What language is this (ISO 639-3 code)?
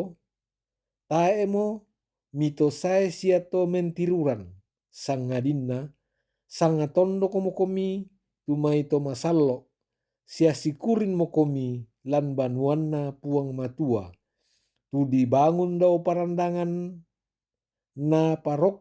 sda